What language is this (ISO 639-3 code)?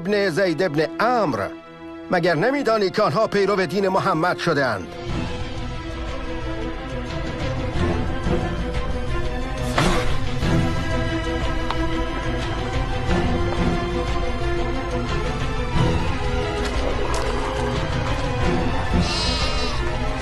fas